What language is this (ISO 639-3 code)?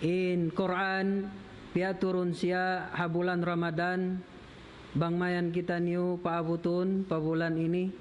tsg